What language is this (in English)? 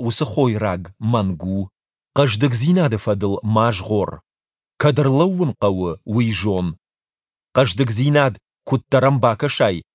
Ossetic